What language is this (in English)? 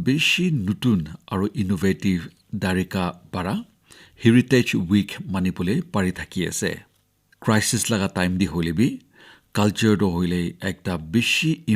Naga Pidgin